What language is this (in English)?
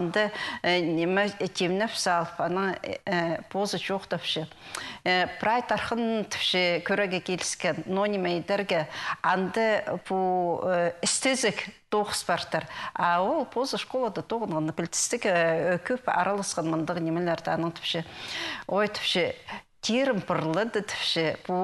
Khakas